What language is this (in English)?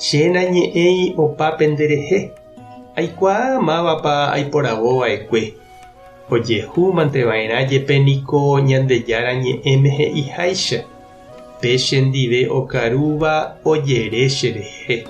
Guarani